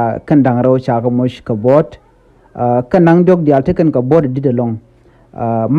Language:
Nuer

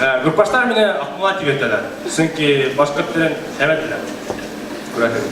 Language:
Bashkir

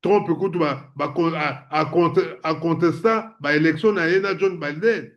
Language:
Lingala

